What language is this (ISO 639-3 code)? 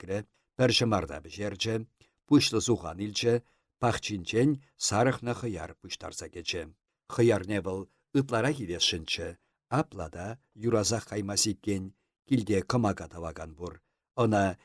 chv